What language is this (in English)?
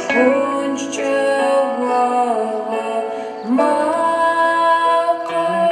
Adyghe